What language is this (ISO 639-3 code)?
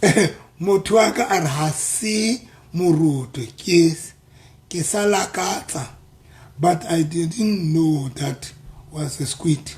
sot